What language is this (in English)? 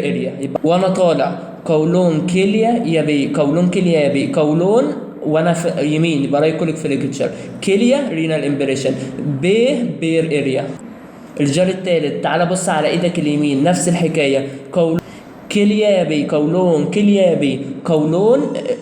Egyptian Arabic